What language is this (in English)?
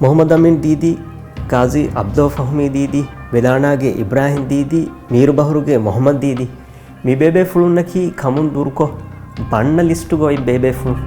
Divehi